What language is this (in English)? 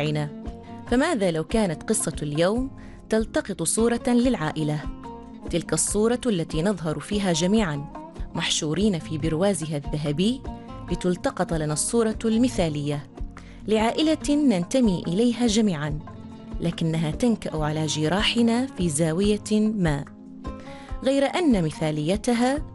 Arabic